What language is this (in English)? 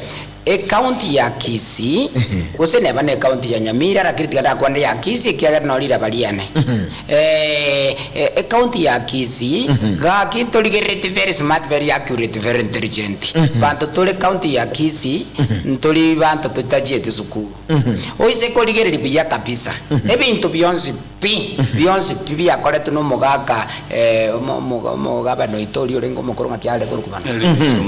Gusii